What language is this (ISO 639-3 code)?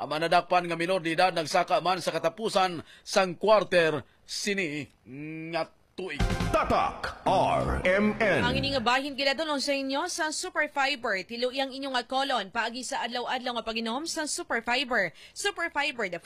hil